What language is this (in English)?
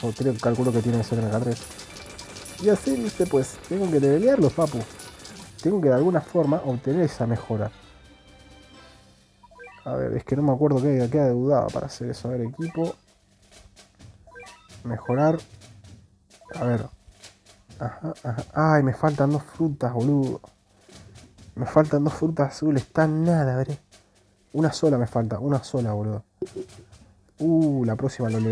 Spanish